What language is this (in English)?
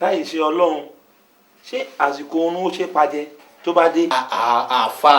Yoruba